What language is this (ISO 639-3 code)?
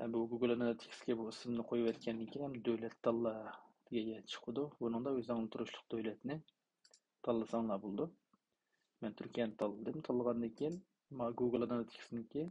uig